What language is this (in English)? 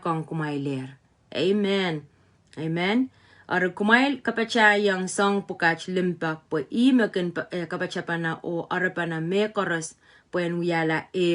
Pohnpeian